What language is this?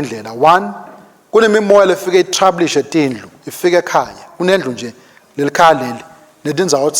Swati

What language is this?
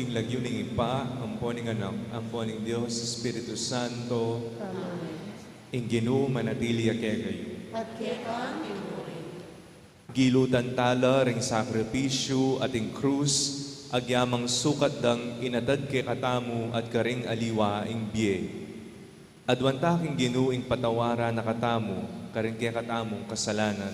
Pampanga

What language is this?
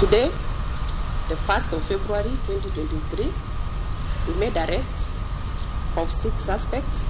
Luo (Kenya and Tanzania)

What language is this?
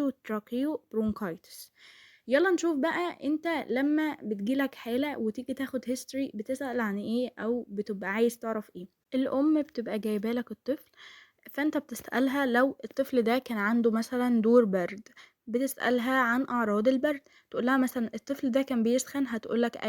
Egyptian Arabic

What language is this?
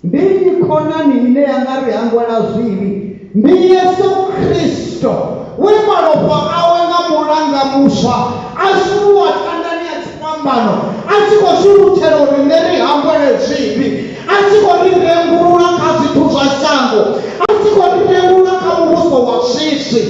Venda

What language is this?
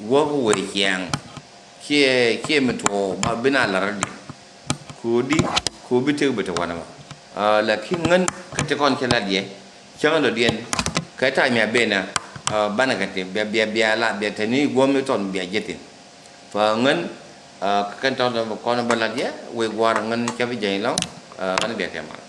Nuer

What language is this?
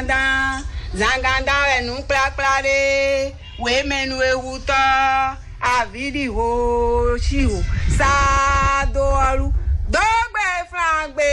Fon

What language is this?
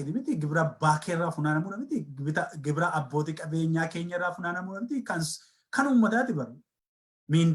Oromo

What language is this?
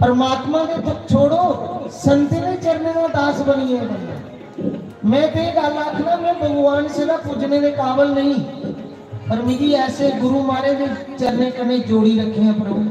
Dogri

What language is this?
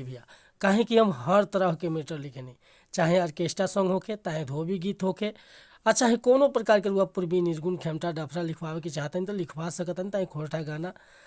Bhojpuri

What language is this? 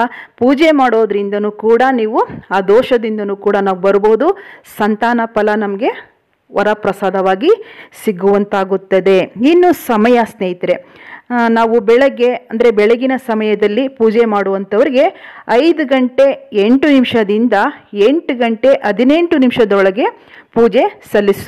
Kannada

